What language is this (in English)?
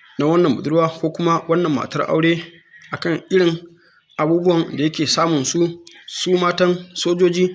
Hausa